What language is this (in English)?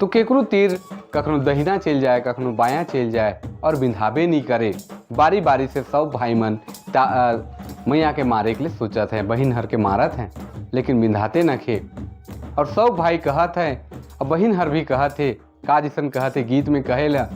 Sadri